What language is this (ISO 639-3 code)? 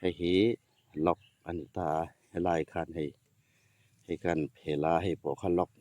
hmr